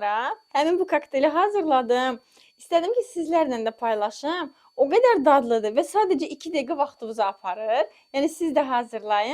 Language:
Azerbaijani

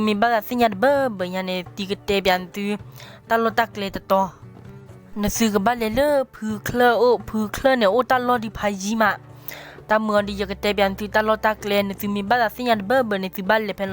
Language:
S'gaw Karen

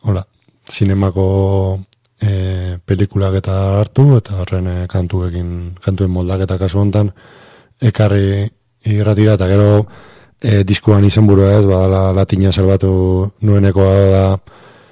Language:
Basque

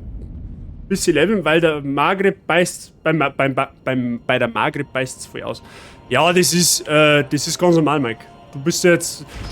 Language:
Bavarian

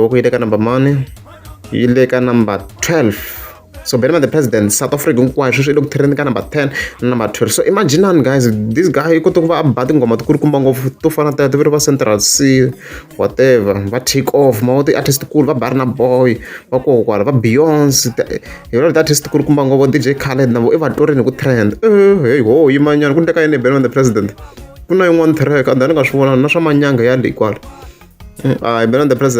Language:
Tsonga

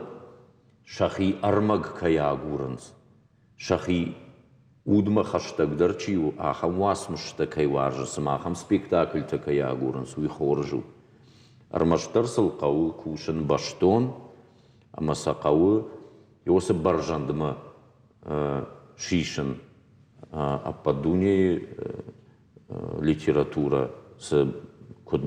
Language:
Ossetic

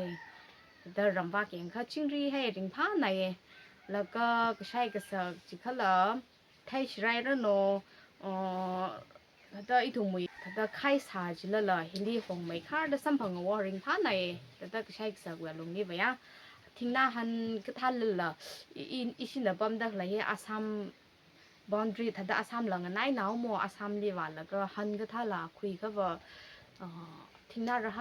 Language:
Tangkhul Naga (India)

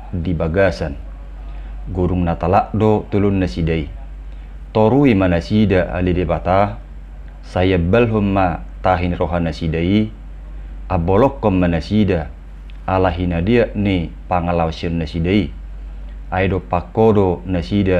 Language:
Batak Toba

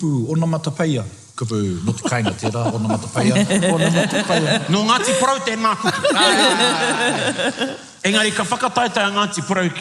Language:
Māori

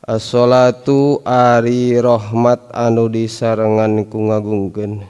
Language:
Sundanese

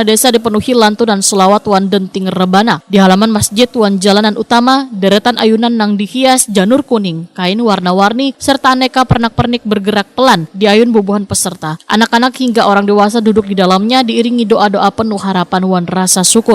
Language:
Banjar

